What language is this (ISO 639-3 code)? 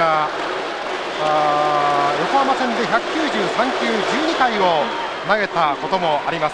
jpn